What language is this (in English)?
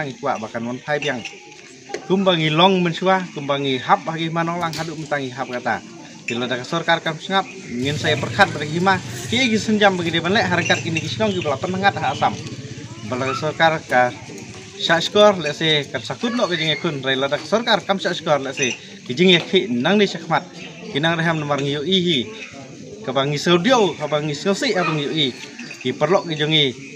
Khasi